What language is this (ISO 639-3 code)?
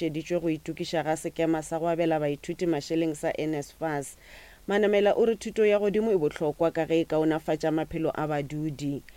nso